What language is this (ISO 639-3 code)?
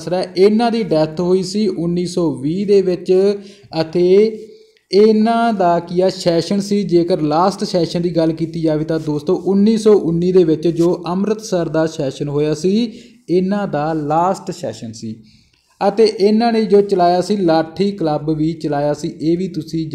pan